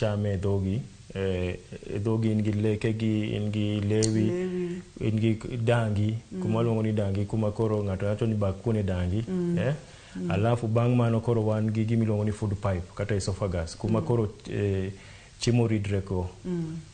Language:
Luo (Kenya and Tanzania)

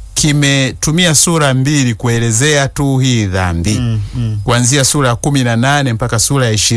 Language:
Swahili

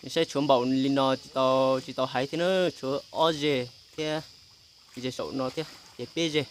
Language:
Hmong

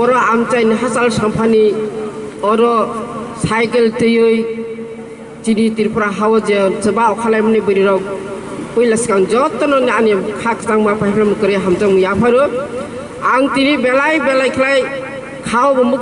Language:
Kok Borok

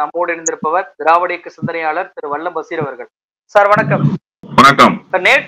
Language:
Tamil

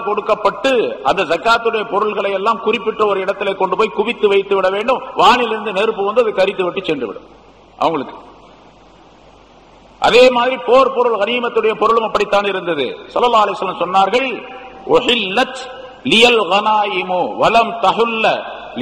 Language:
Tamil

